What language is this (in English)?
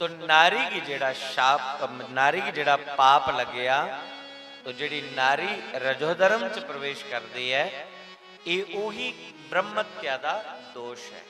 Dogri